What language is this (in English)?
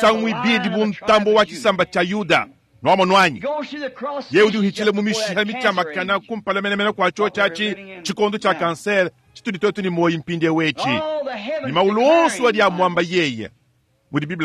Luba-Lulua